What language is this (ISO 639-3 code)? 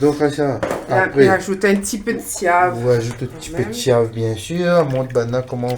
rcf